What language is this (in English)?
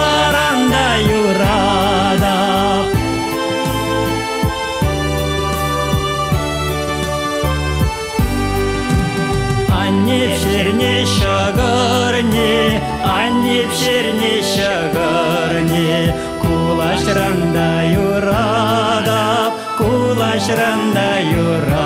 Chuvash